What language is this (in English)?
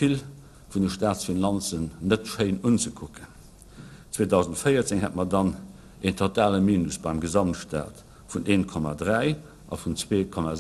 Luxembourgish